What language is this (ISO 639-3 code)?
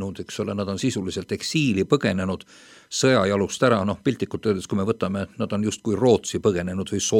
est